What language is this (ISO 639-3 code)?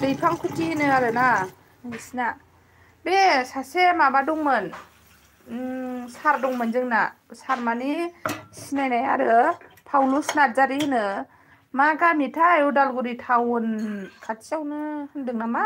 brx